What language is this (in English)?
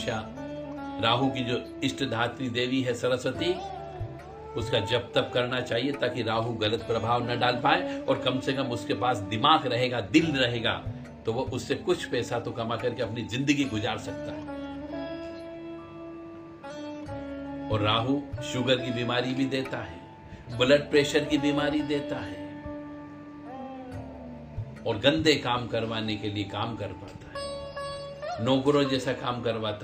Hindi